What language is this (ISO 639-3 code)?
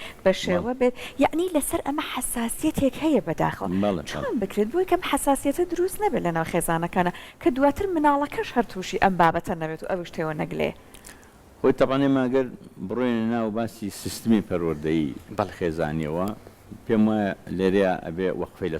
ckb